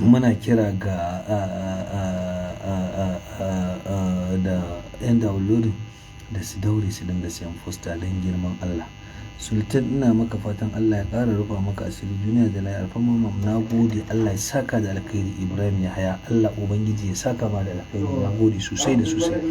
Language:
Hausa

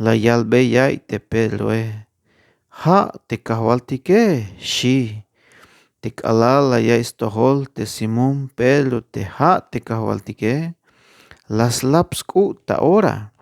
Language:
Tzeltal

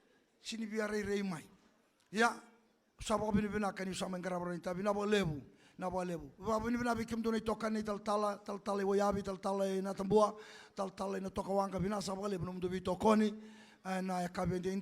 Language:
Fijian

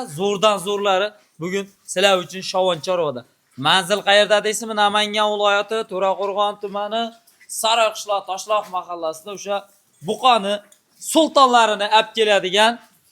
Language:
Uzbek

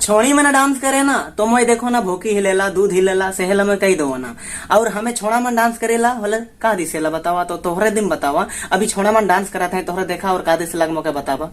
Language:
Sadri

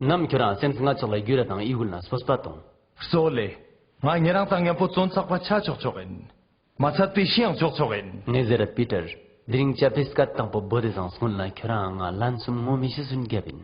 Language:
Ladakhi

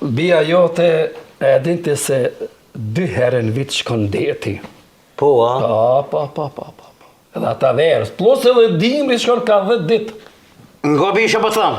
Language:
Albanian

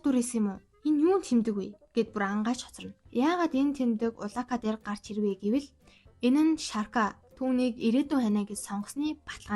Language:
Mongolian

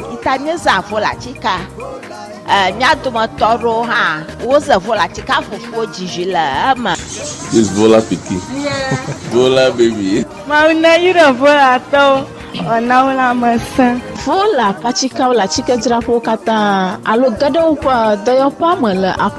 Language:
Ewe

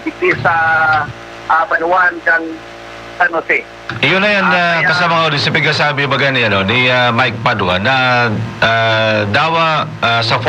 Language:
Bikol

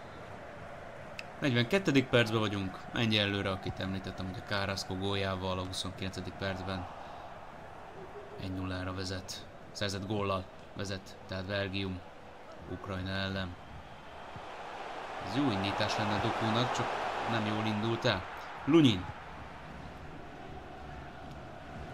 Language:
Hungarian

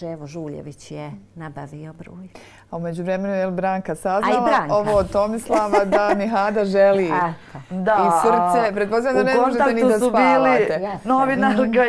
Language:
Serbian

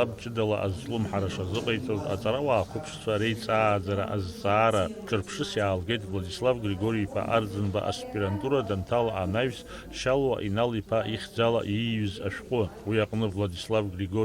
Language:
Abkhazian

